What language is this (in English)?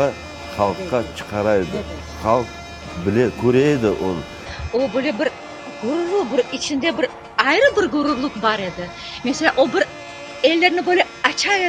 Crimean Tatar